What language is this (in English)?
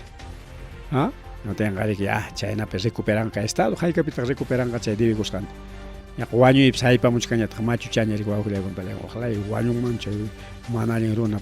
Ayacucho Quechua